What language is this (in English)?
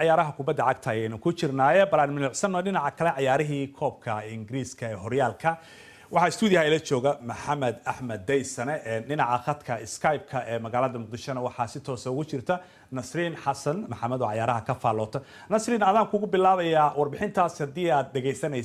Somali